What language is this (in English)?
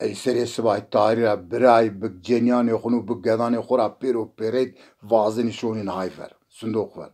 Zaza